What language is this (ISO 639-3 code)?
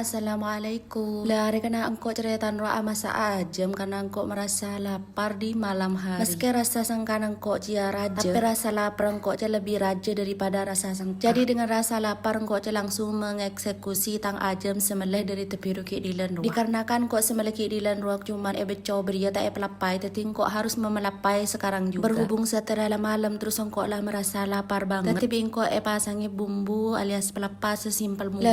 mad